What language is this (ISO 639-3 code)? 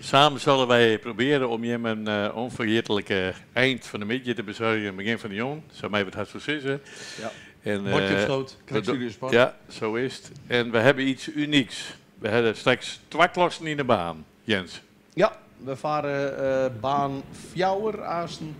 fry